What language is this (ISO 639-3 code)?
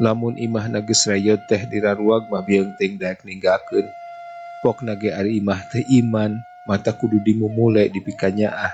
sun